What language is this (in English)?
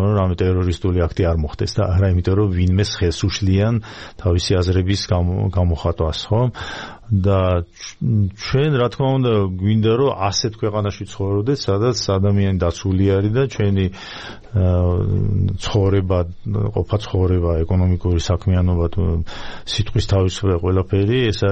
Georgian